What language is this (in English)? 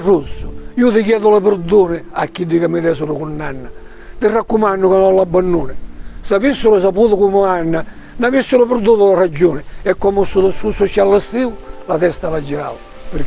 Sicilian